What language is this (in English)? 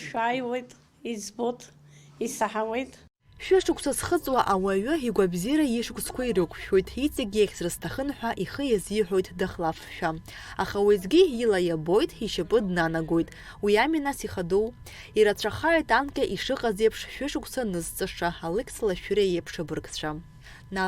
Abkhazian